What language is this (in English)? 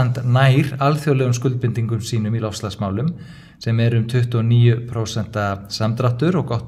Icelandic